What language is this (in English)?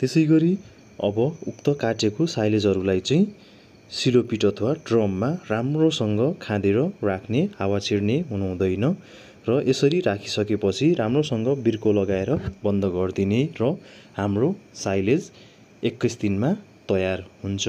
Nepali